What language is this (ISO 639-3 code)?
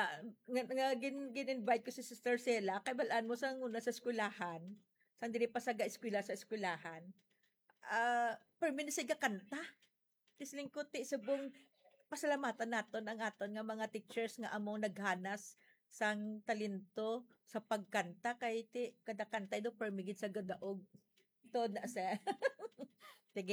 hil